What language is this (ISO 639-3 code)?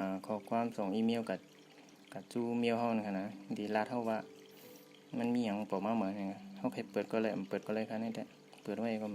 shn